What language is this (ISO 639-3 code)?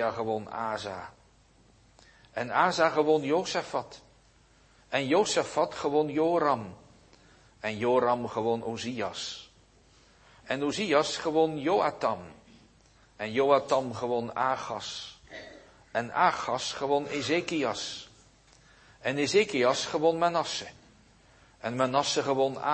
nld